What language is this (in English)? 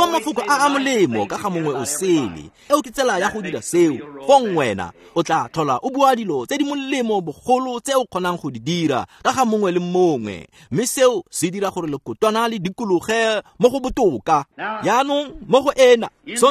Tswana